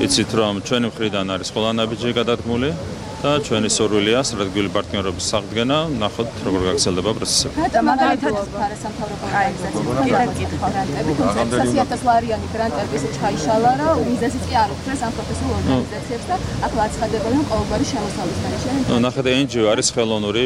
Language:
Georgian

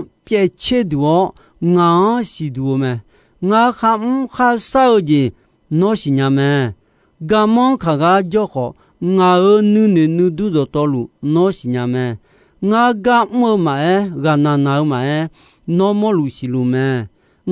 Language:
Akha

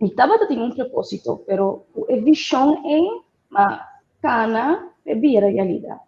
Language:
Papiamento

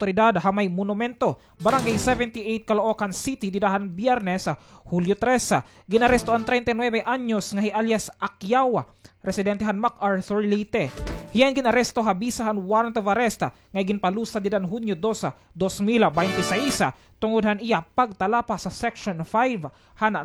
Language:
Waray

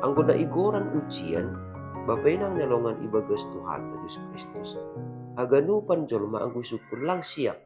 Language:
Batak Simalungun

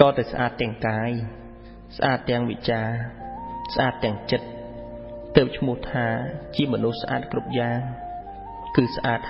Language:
Khmer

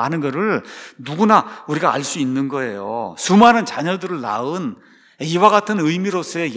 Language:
Korean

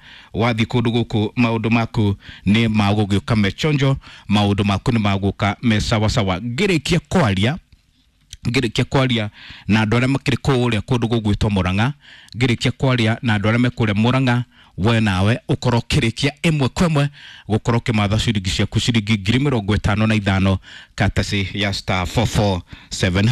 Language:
Kikuyu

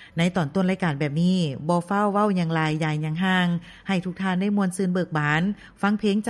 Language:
Lao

